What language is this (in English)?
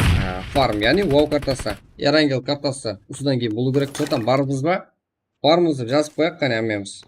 Kara-Kalpak